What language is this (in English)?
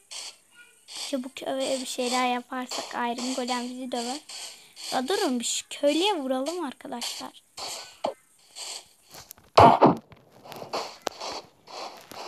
Turkish